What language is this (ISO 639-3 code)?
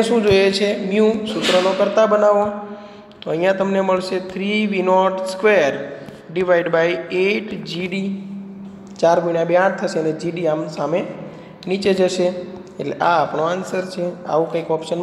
guj